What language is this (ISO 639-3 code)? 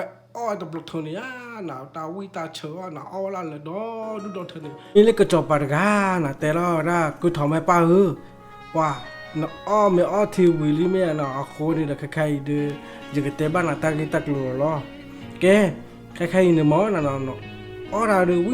ksw